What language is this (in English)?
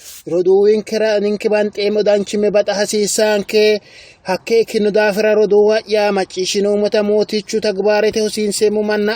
Sidamo